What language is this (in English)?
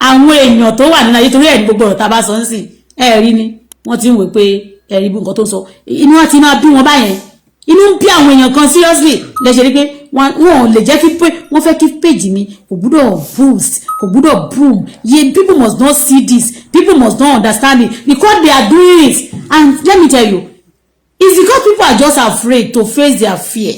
Yoruba